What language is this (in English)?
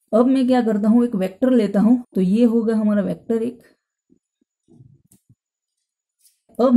Hindi